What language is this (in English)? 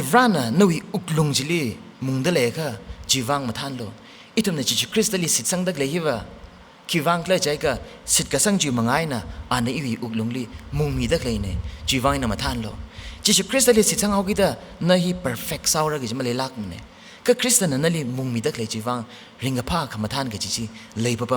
Tangkhul Naga (India)